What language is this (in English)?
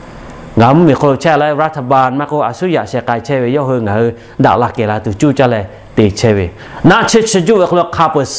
Lahu